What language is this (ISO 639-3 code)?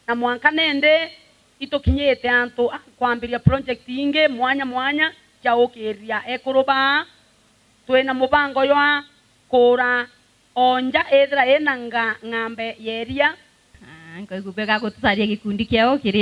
mer